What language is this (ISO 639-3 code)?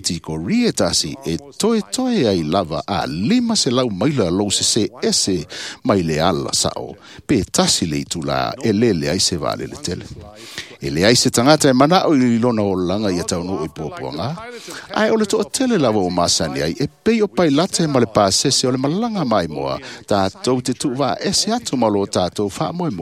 smo